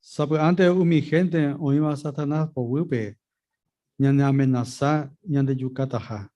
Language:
Guarani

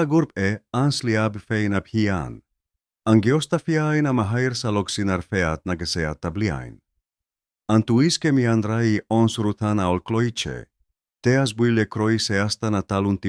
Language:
Irish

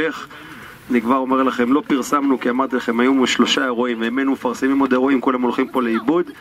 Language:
Hebrew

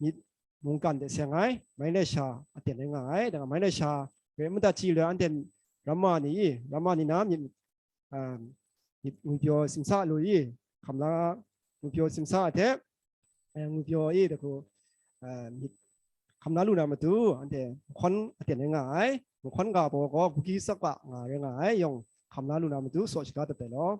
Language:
Kachin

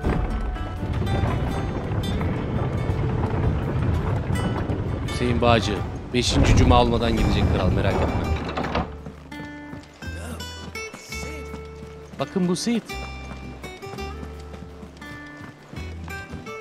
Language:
Turkish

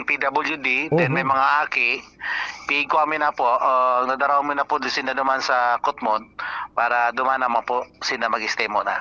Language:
Bikol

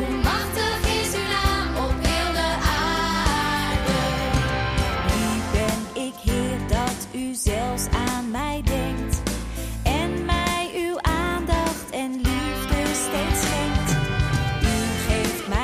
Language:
Dutch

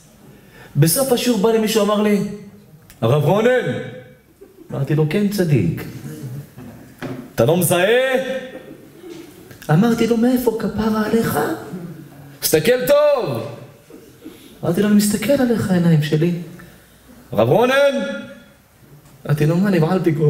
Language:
Hebrew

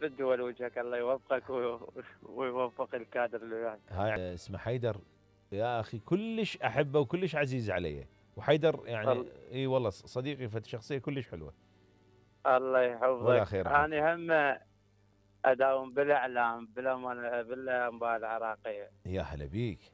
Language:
Mesopotamian Arabic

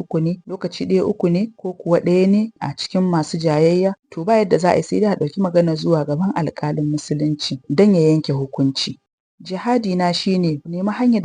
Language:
Hausa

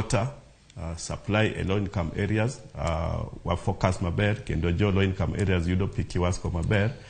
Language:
Luo (Kenya and Tanzania)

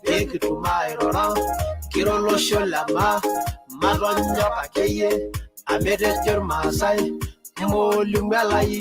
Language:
Masai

